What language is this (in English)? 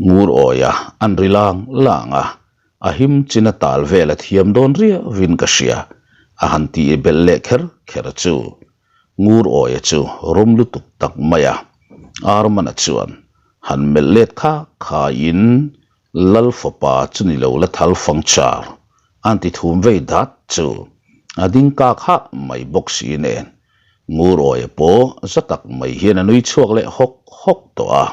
Mizo